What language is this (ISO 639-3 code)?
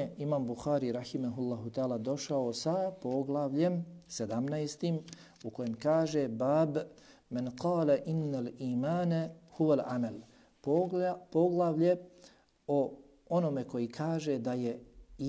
bos